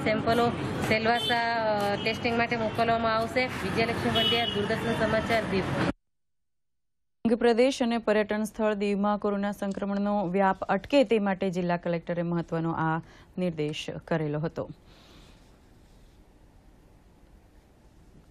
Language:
Gujarati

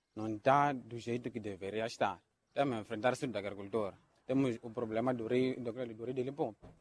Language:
Portuguese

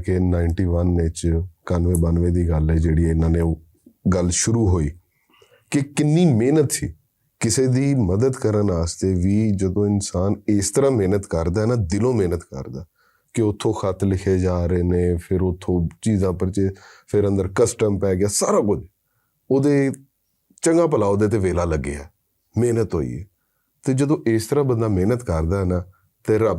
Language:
Western Panjabi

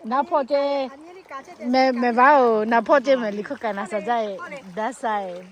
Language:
Lahu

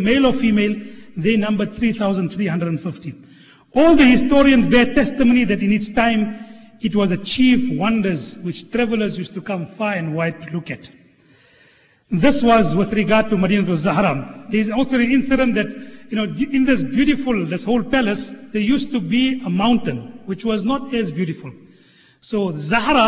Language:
English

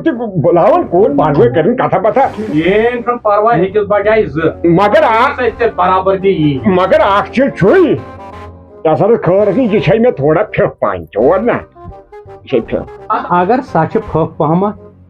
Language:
Kashmiri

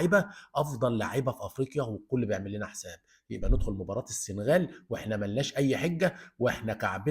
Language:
Egyptian Arabic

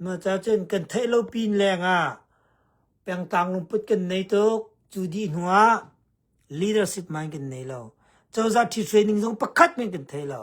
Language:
Hakha Chin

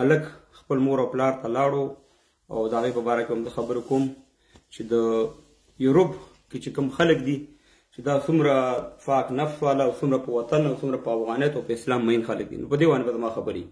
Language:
Pashto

